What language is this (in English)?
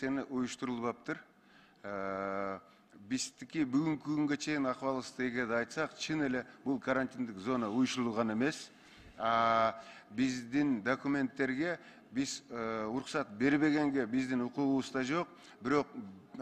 Kyrgyz